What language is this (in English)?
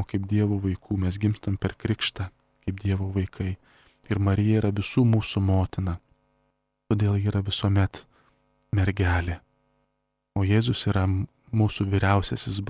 Lithuanian